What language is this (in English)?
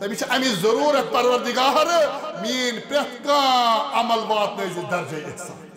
Kashmiri